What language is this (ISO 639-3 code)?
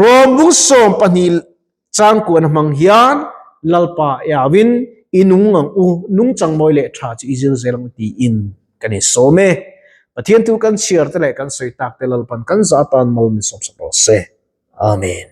lus